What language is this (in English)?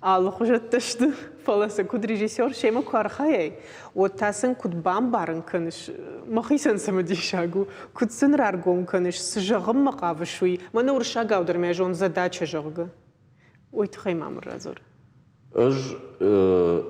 Ossetic